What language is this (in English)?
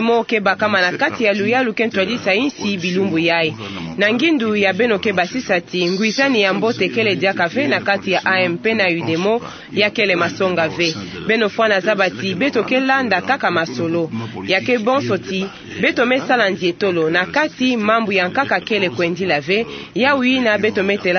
Kituba (Democratic Republic of Congo)